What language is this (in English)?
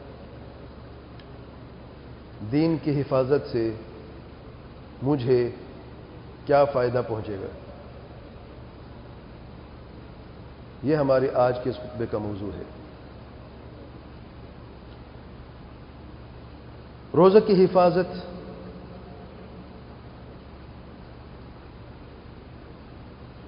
Urdu